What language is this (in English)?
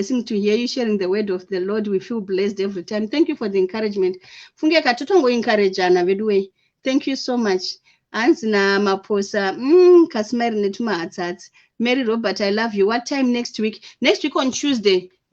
Shona